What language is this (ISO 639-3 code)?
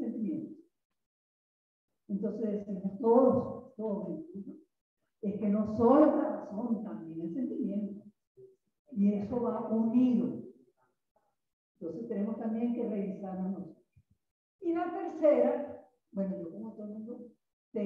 spa